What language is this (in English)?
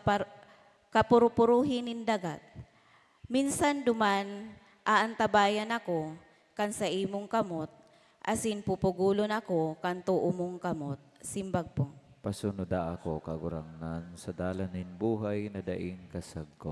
Bikol